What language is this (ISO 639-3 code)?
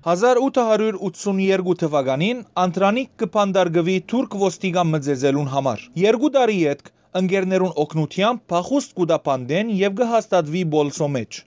hyw